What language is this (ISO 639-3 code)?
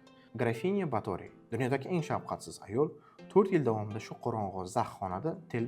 uzb